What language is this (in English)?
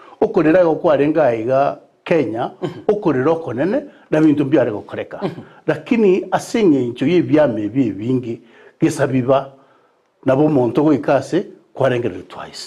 Gusii